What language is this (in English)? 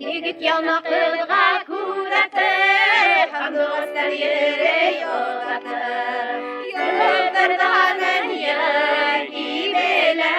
Bashkir